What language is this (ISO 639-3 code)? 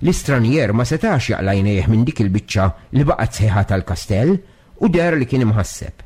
mlt